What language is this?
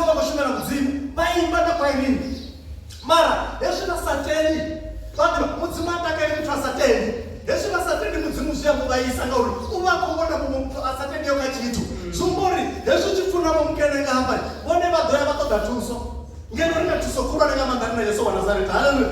Venda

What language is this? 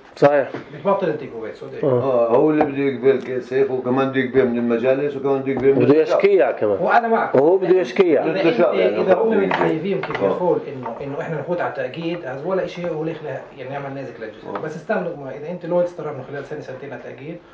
North Levantine Arabic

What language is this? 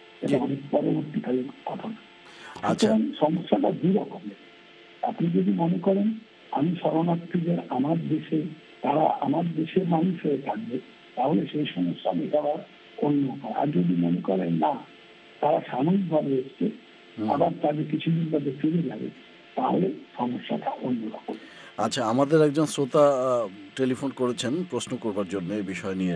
Bangla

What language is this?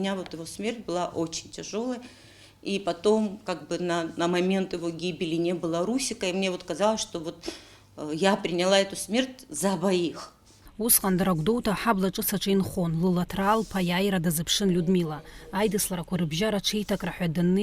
Abkhazian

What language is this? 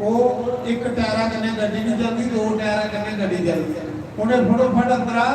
Dogri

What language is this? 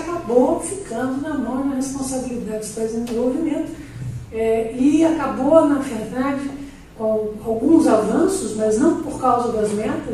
Portuguese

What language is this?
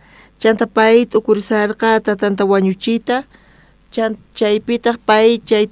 South Bolivian Quechua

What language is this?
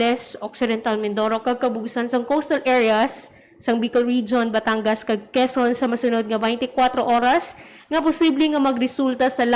Hiligaynon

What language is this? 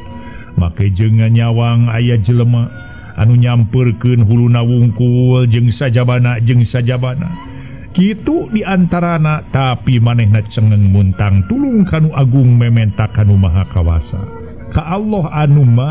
Sundanese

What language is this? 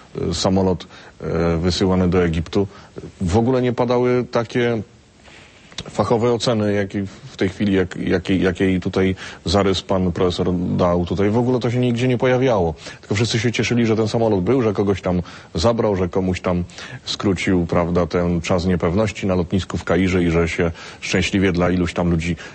Polish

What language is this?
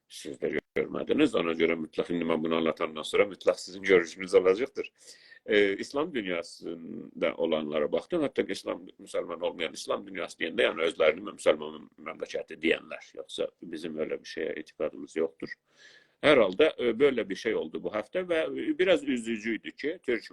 South Azerbaijani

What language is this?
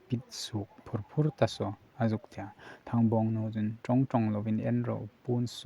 Hmar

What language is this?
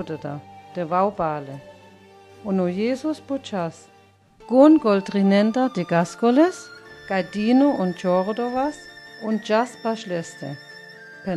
Sinte Romani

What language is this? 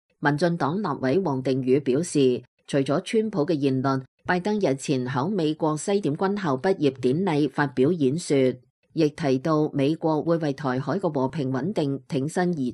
Cantonese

